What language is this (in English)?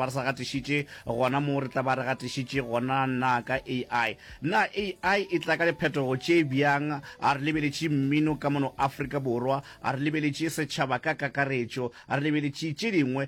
Northern Sotho